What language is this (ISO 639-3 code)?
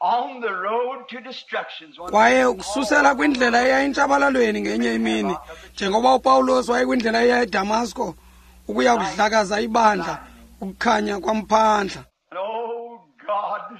xho